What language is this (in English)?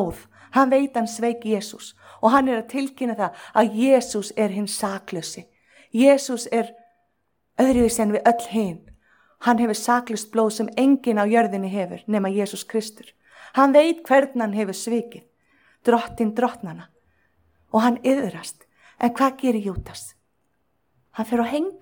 Icelandic